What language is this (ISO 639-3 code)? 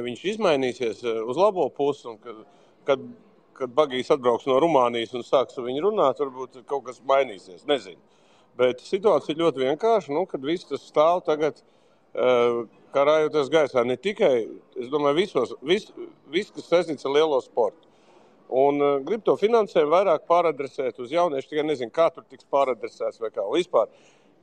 lav